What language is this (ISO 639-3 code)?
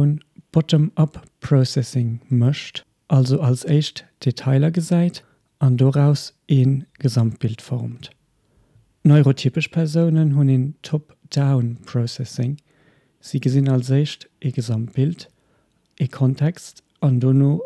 ltz